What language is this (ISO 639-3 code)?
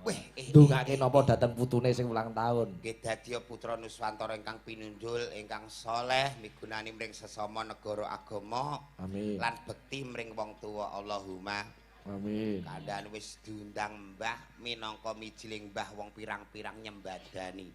jav